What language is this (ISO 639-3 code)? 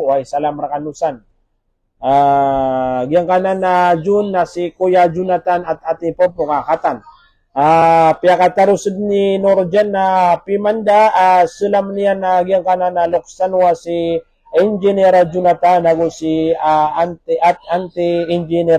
mrw